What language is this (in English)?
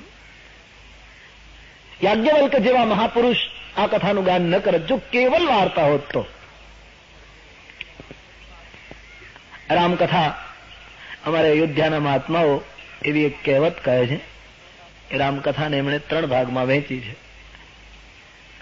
Gujarati